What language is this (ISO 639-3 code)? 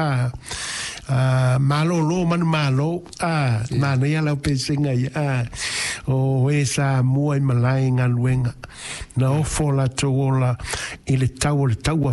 smo